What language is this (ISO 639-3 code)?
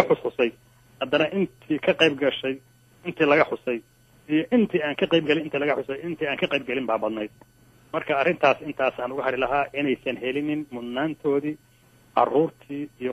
som